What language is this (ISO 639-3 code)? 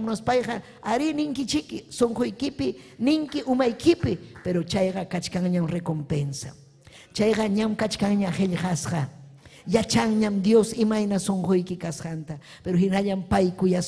quy